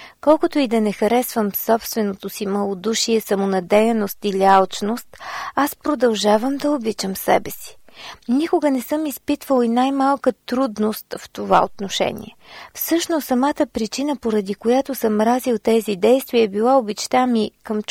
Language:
Bulgarian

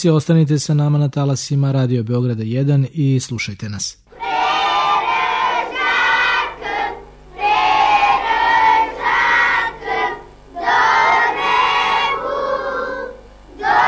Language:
Serbian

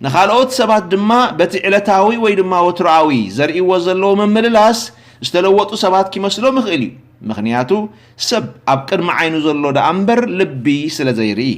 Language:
Tigrinya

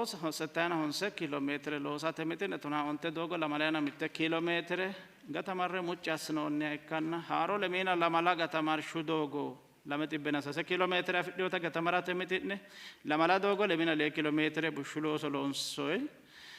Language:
Sidamo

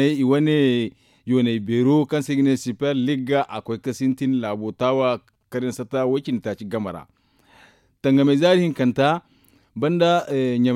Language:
Zarma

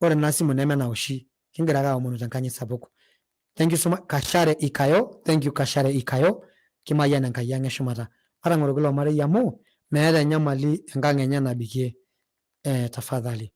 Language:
Masai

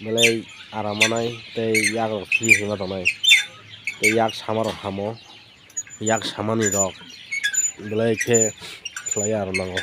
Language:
Kok Borok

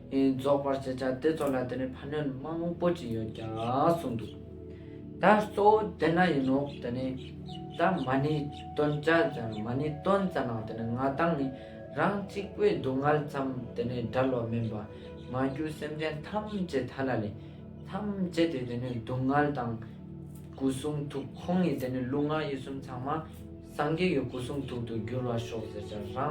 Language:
Ladakhi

